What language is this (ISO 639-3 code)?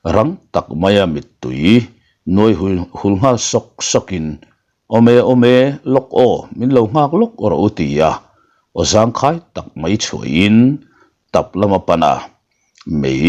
lus